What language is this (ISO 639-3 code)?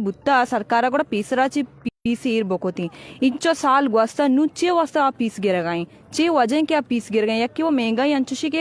bal